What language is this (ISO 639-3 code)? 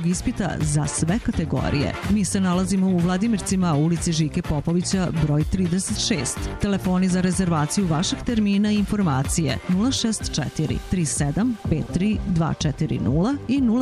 srp